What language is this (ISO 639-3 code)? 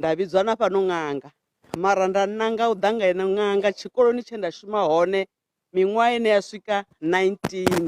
ven